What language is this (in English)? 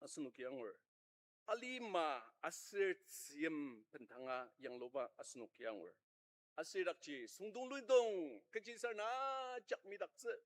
Ao Naga